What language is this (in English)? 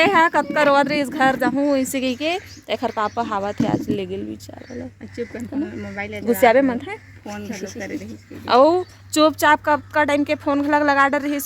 Chhattisgarhi